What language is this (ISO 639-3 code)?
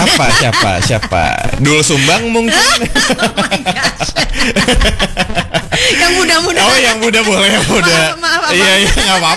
ind